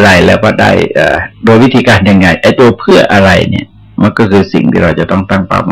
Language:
Thai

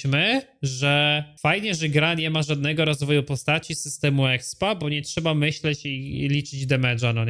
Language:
Polish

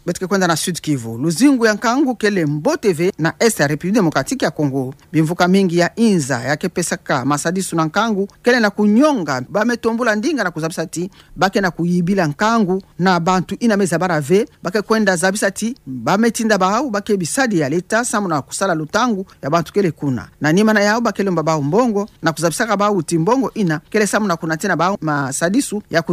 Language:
Kituba (Democratic Republic of Congo)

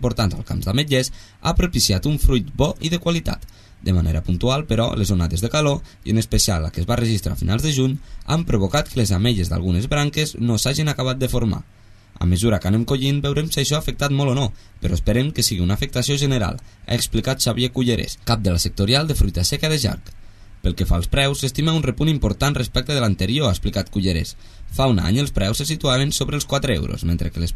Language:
Catalan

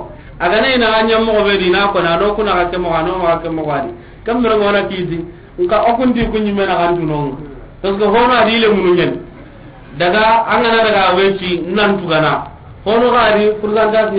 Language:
Soninke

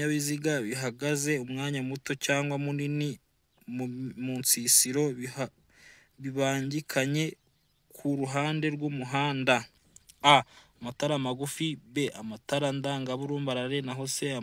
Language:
Kinyarwanda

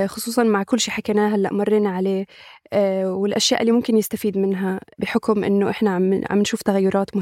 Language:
North Levantine Arabic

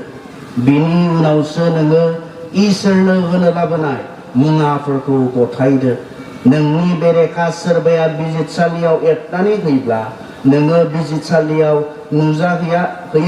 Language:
Bodo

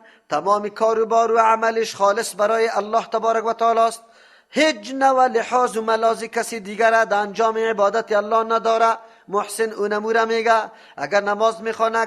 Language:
Persian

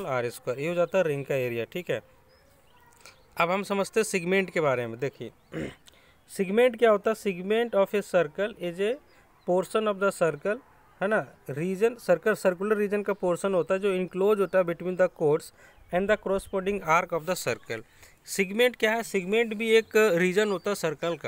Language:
Hindi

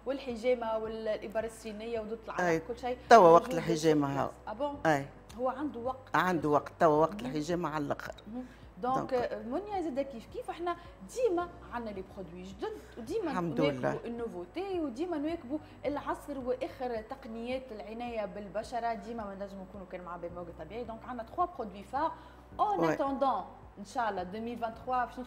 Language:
Tunisian Arabic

